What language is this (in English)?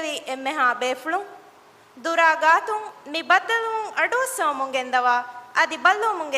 Divehi